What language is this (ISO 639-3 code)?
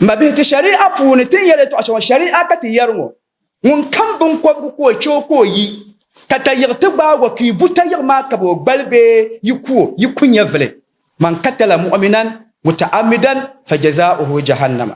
dag